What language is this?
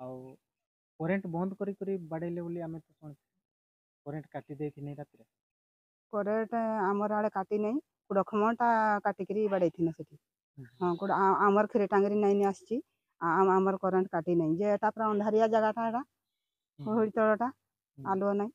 Santali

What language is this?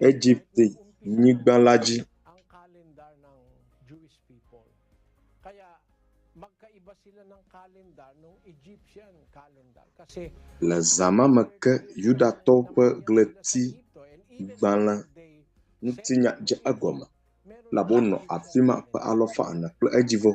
Ewe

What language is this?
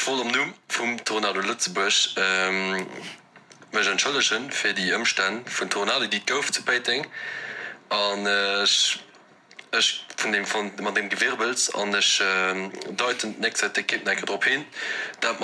Luxembourgish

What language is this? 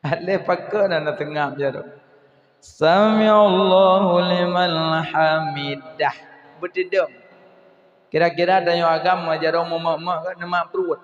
Achinese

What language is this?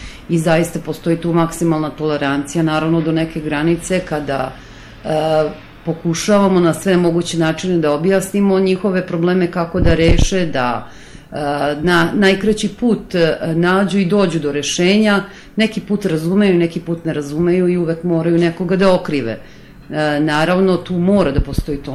Serbian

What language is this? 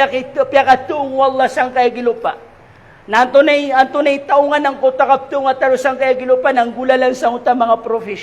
Maranao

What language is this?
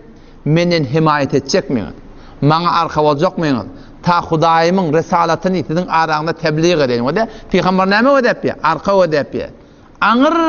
Turkmen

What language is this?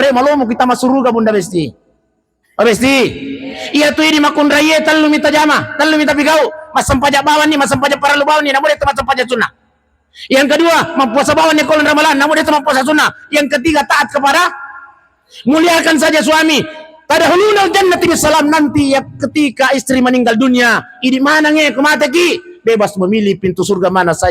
Buginese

